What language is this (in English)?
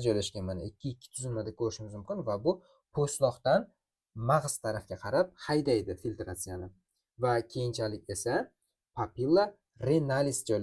Uzbek